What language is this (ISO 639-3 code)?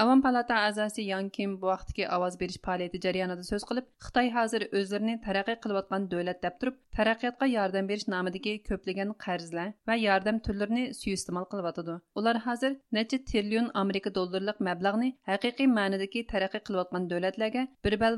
uig